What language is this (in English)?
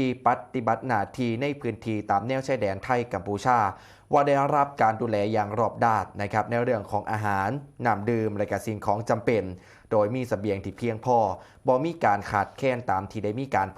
Northeastern Thai